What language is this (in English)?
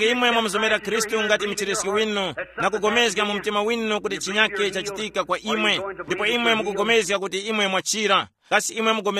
Tumbuka